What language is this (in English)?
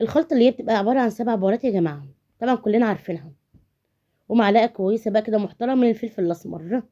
Egyptian Arabic